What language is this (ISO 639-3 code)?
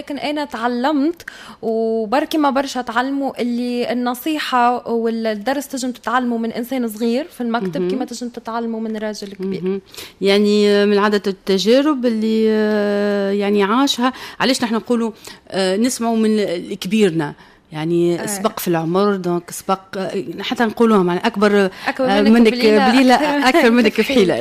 aeb